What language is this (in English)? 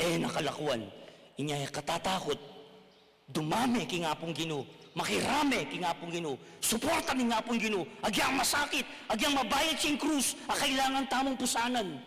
Pampanga